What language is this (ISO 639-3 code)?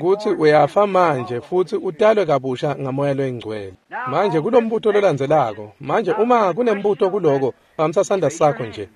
ssw